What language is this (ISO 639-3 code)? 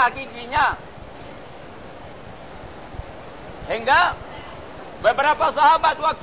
msa